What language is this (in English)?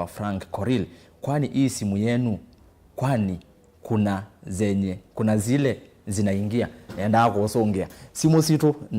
Kamba